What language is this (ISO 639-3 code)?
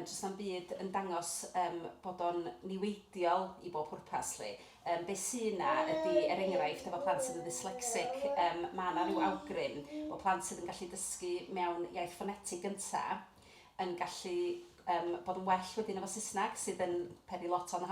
cym